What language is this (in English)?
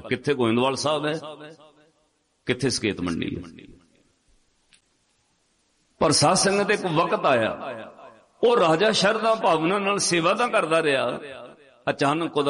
Punjabi